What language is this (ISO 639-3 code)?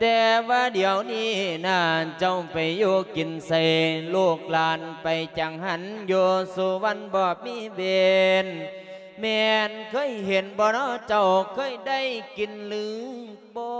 lao